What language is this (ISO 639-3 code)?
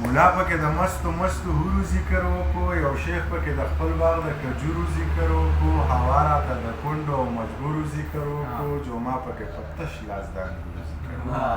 pus